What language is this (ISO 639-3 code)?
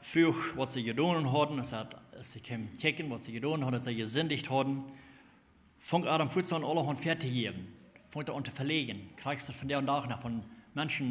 pdt